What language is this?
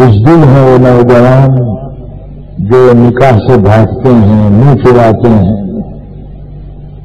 Urdu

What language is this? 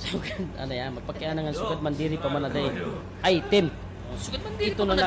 Waray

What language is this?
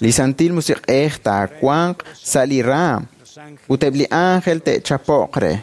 Kekchí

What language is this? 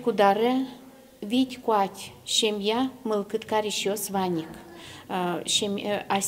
Udmurt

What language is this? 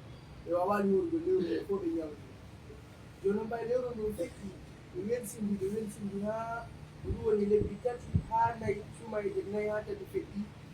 Pular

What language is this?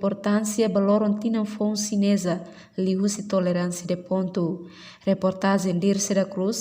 Tetum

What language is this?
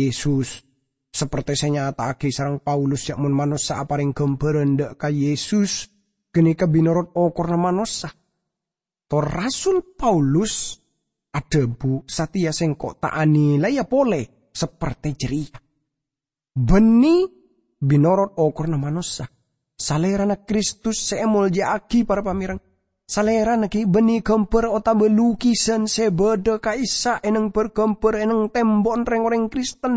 Madurese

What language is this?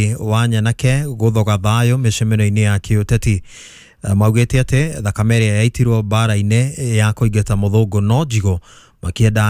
Kikuyu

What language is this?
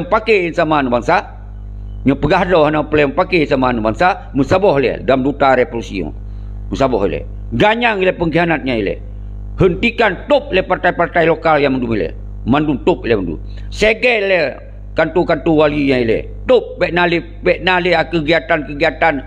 Achinese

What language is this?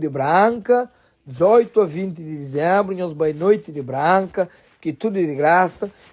Kabuverdianu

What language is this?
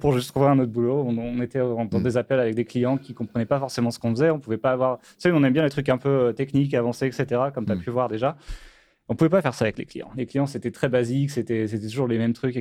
French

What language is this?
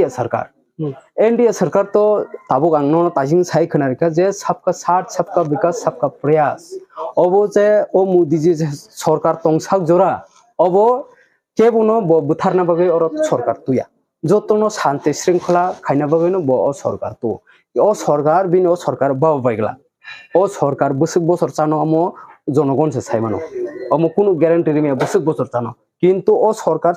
Kok Borok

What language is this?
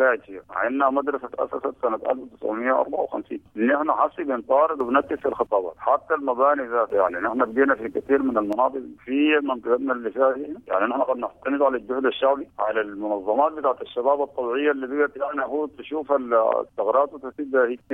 Sudanese Arabic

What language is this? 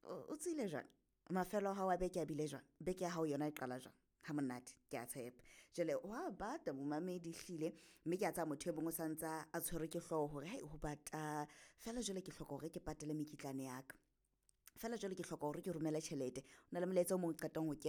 Southern Sotho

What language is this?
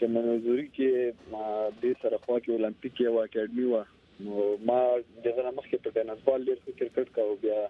Pashto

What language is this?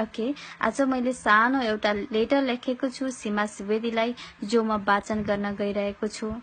Nepali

